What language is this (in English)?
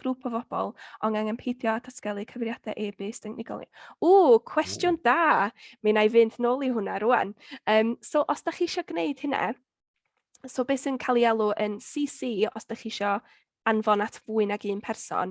Welsh